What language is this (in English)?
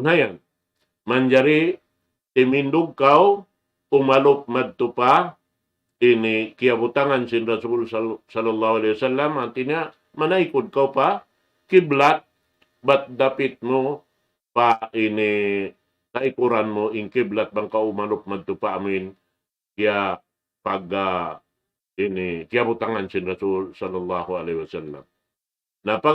Tausug